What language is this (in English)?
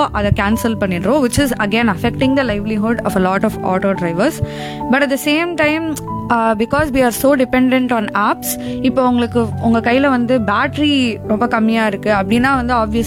Tamil